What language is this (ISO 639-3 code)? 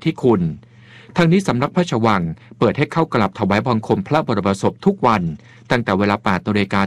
tha